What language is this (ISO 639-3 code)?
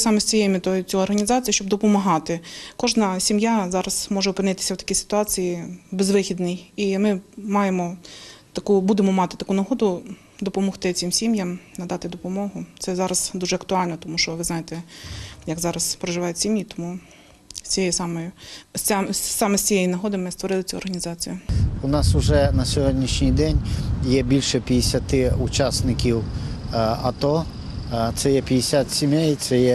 ukr